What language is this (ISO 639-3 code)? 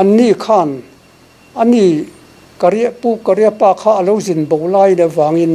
lus